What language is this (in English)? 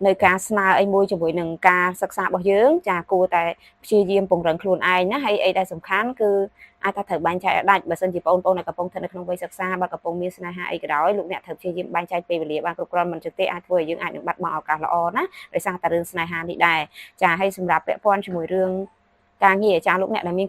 Khmer